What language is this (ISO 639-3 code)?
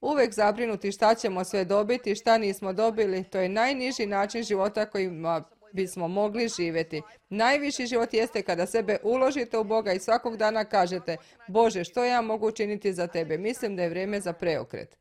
srp